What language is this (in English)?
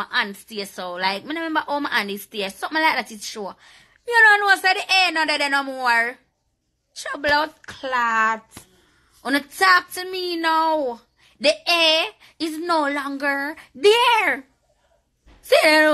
Jamaican Creole English